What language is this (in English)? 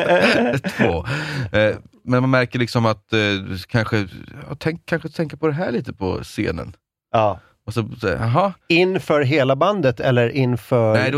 Swedish